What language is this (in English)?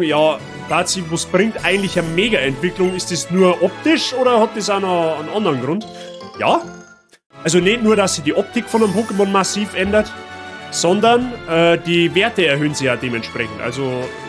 Bavarian